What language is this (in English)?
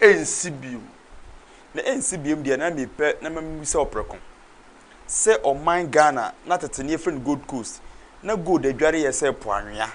Akan